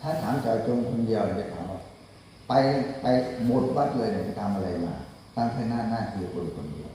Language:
Pali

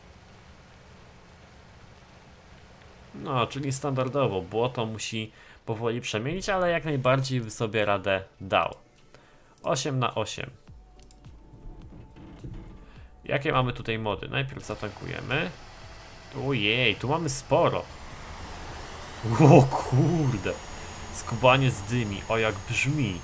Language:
Polish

